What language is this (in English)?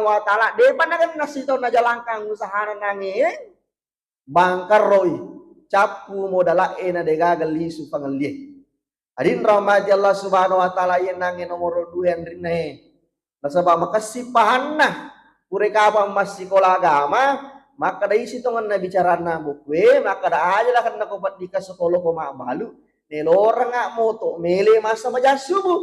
Buginese